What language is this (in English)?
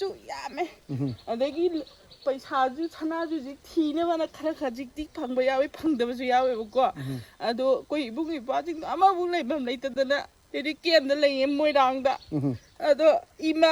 Manipuri